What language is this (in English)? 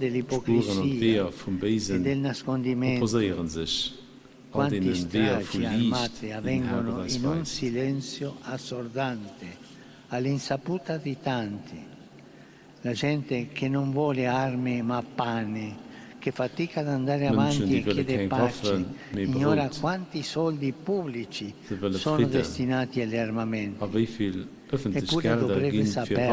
Luxembourgish